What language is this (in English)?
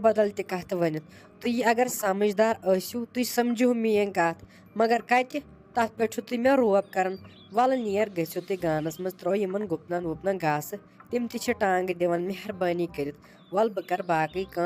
Kashmiri